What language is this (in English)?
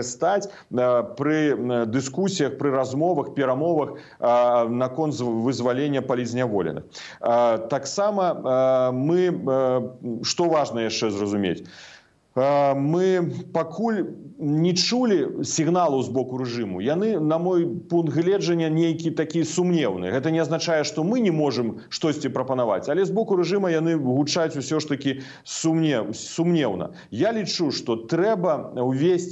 Belarusian